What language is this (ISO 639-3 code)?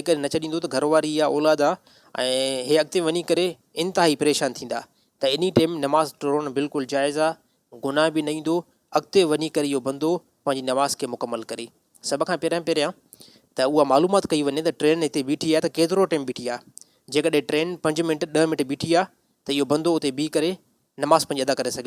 snd